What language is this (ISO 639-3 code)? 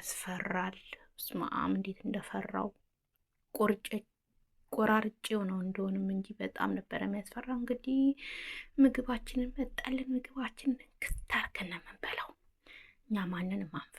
amh